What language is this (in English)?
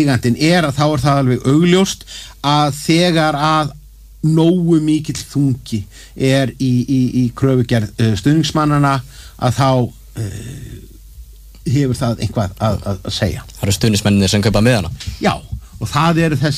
Icelandic